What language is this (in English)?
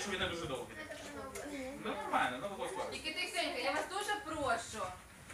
Ukrainian